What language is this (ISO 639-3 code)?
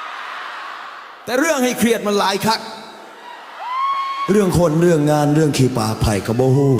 lao